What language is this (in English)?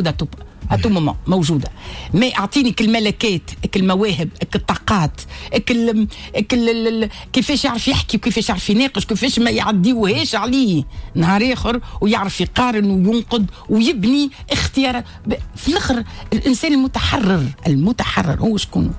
Tunisian Arabic